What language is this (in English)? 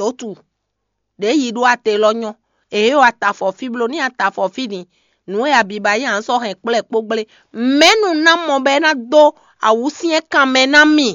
Fon